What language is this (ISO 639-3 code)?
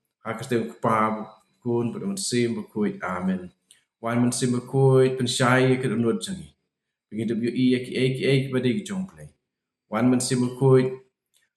kha